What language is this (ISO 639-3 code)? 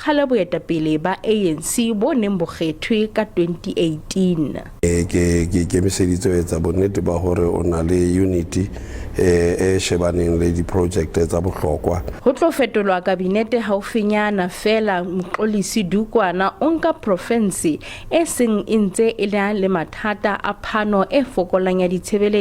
sot